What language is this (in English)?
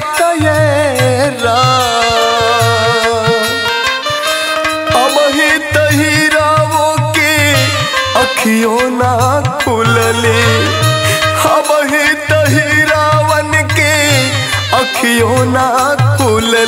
Bhojpuri